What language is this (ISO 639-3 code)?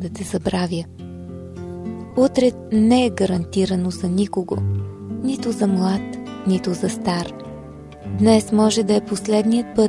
bul